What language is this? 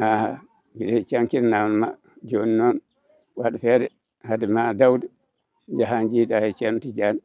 Fula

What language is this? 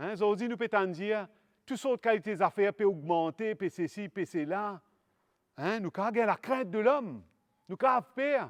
Morisyen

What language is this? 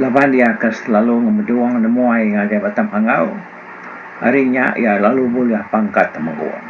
Iban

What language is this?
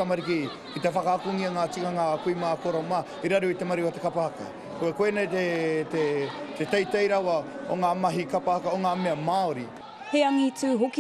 Māori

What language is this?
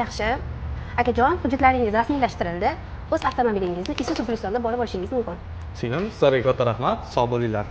Uzbek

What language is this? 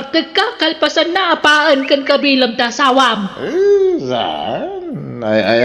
Iloko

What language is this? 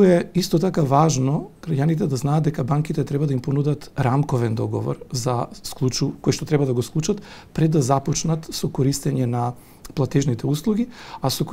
Macedonian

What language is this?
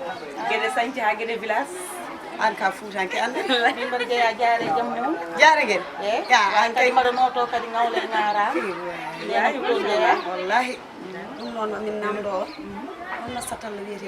Fula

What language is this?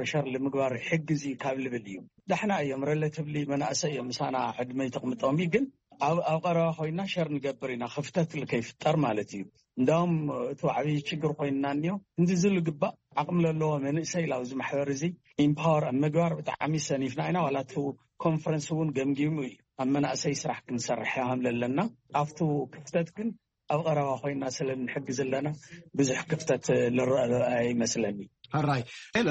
Tigrinya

